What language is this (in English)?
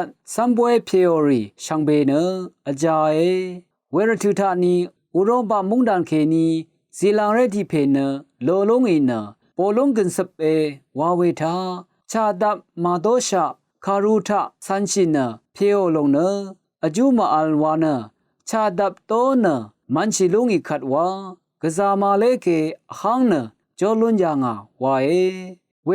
Rawang